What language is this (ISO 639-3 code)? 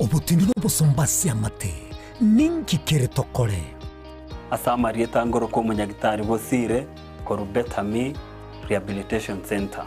guz